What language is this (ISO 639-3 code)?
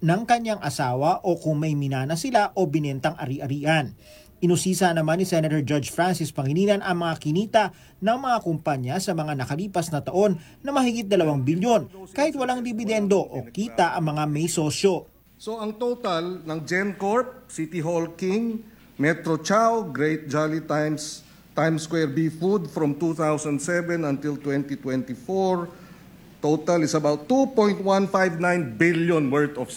fil